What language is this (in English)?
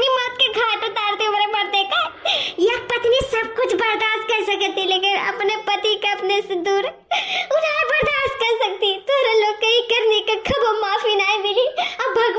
Awadhi